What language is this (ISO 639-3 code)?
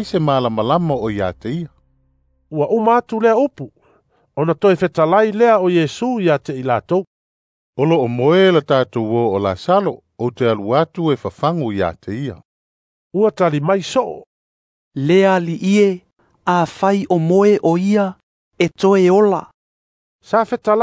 smo